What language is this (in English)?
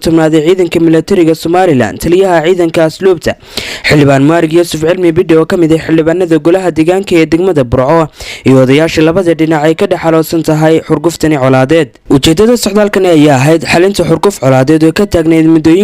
Somali